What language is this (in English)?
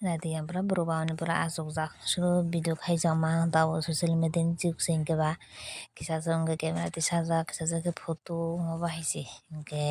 Kok Borok